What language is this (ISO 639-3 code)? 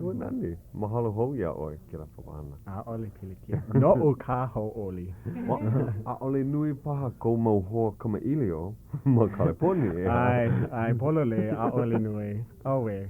haw